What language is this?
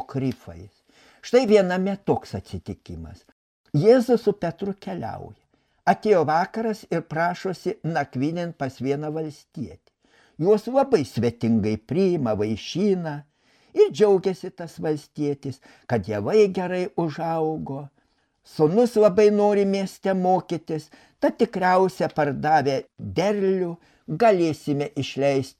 Lithuanian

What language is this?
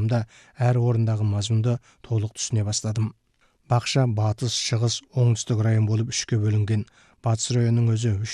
Kazakh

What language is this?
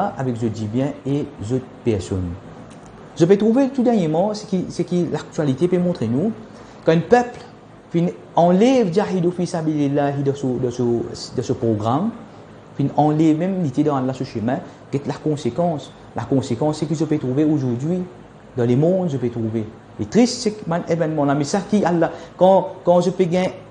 Morisyen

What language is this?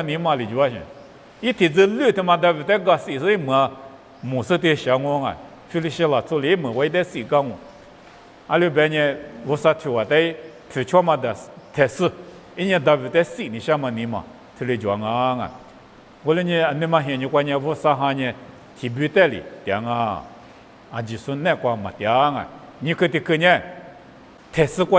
Lisu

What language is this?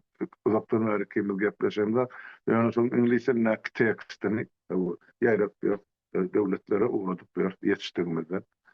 Turkmen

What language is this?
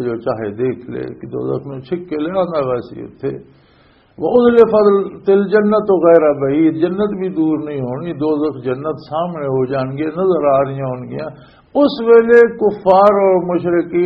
Western Panjabi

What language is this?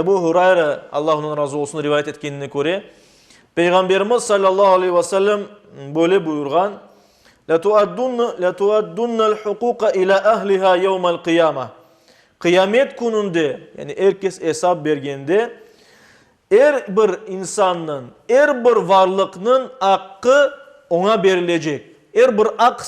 Crimean Tatar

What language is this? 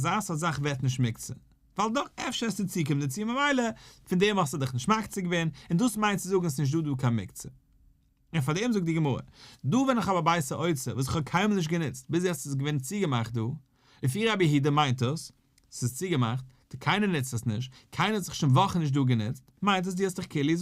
Yiddish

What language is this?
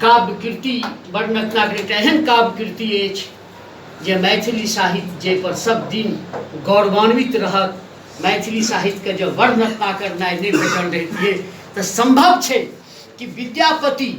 Maithili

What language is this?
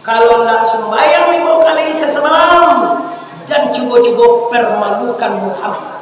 Minangkabau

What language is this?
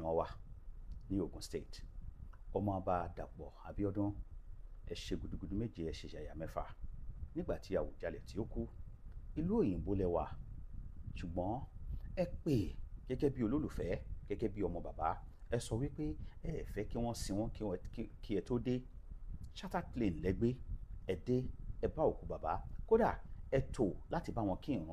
Yoruba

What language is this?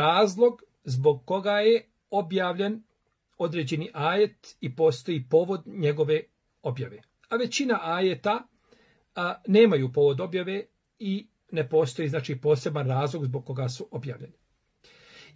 Bosnian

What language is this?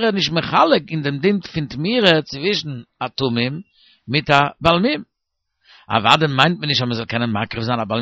Yiddish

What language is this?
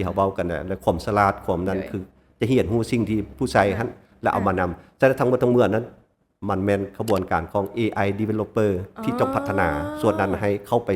Lao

